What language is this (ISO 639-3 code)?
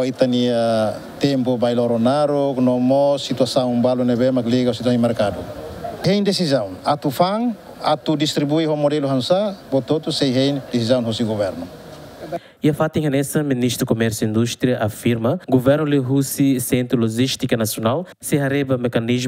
tet